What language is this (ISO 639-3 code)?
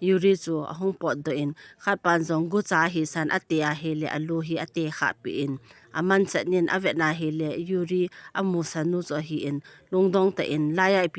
tcz